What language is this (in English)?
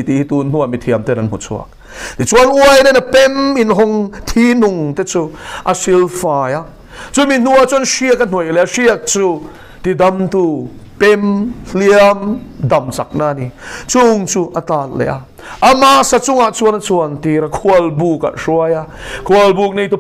Mizo